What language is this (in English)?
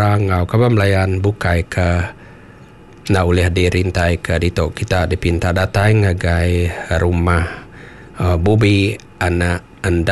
Iban